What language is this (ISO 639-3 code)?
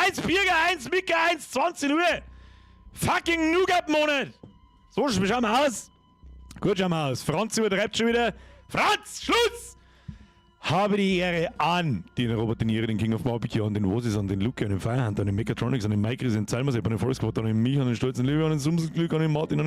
bar